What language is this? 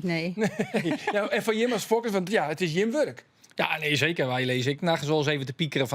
Western Frisian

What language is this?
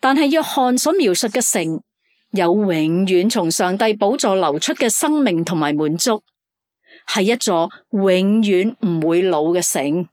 Cantonese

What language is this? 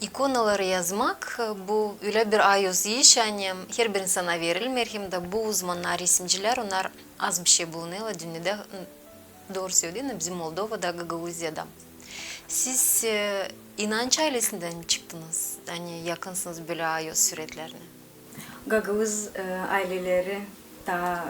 Gagauz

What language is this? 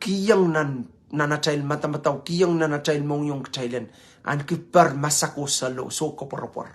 Pohnpeian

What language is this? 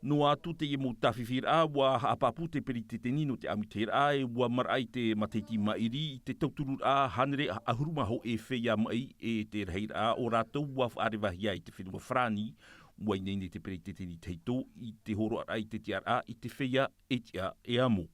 Tahitian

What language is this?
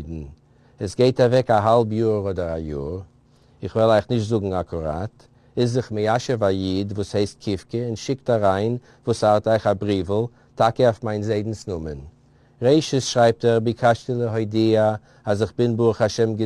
Yiddish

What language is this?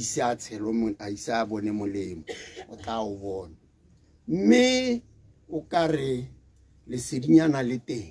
Tswana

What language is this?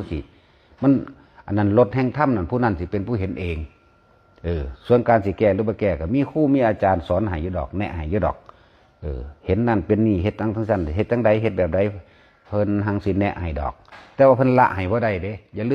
Northeastern Thai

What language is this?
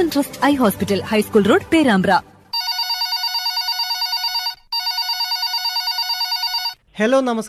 Malayalam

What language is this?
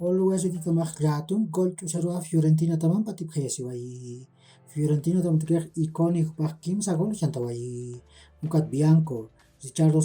Aymara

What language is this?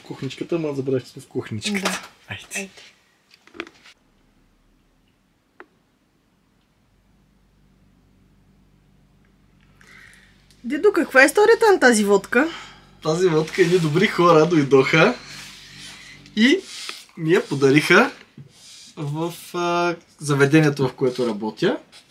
Bulgarian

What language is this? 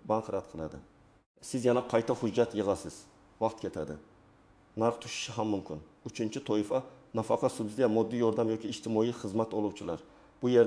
Uzbek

